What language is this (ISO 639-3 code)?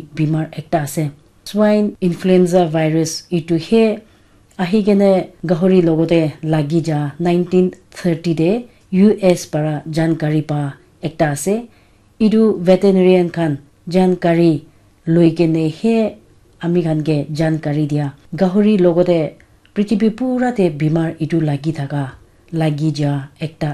nag